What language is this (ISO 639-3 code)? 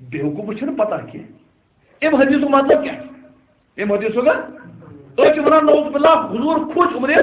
kas